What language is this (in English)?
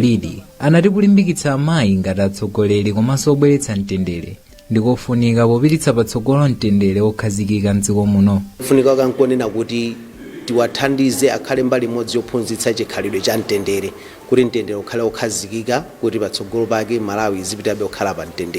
Nyanja